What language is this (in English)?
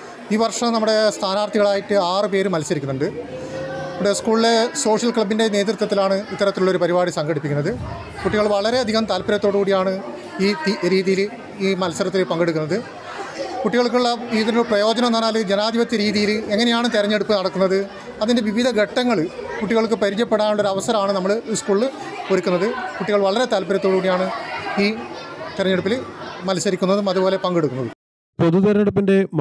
Malayalam